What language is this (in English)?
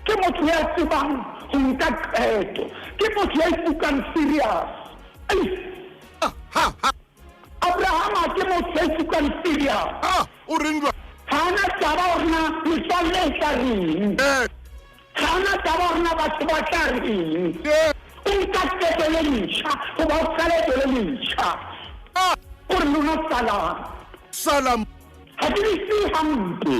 Southern Sotho